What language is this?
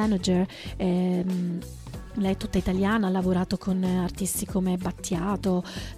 Italian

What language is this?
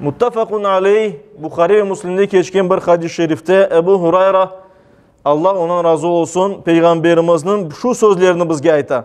Crimean Tatar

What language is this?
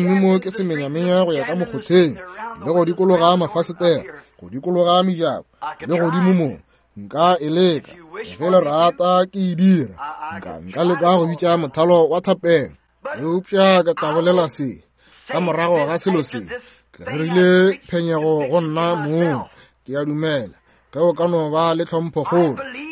Northern Sotho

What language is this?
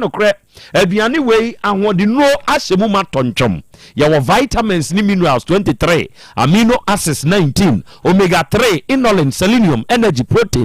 Akan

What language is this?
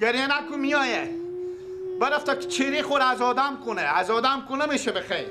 Persian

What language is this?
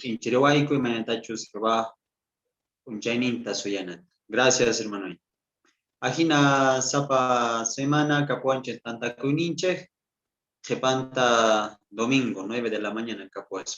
South Bolivian Quechua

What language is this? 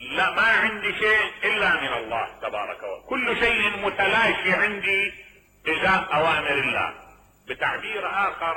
Mesopotamian Arabic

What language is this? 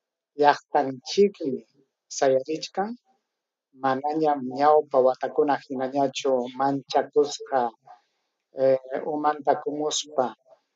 Ayacucho Quechua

